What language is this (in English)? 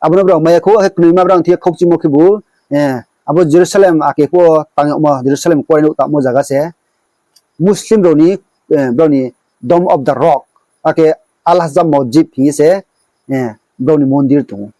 Riang (India)